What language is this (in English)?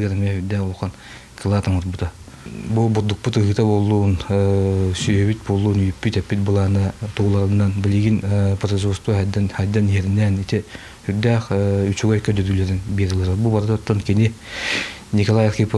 Yakut